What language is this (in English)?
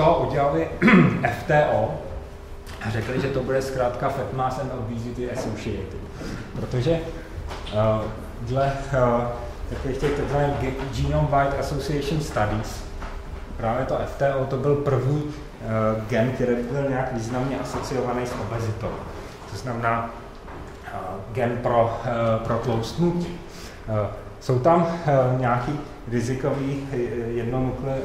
Czech